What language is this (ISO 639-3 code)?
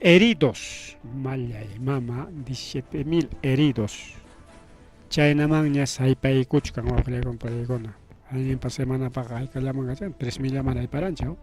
quy